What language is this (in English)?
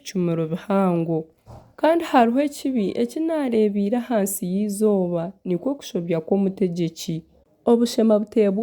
Nyankole